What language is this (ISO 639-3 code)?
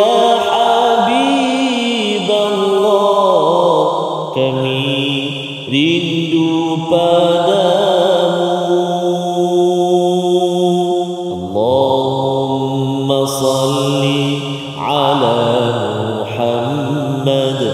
msa